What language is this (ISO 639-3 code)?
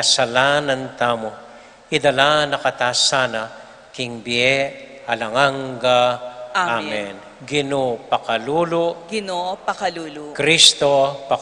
pam